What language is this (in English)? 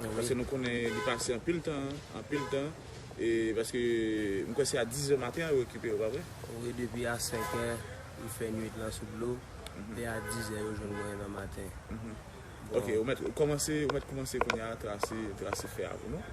Haitian Creole